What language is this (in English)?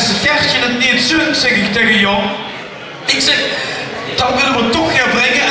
Limburgish